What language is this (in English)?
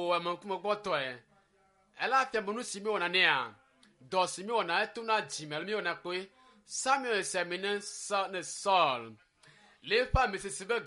Ewe